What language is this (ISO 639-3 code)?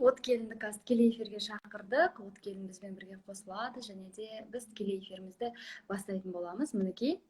kaz